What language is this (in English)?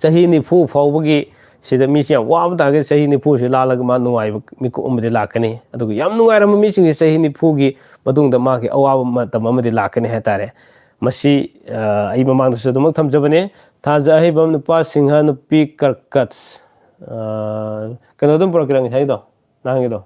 Manipuri